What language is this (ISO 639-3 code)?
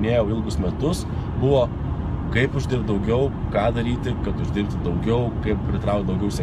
lit